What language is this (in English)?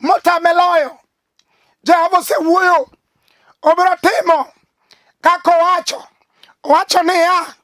Luo (Kenya and Tanzania)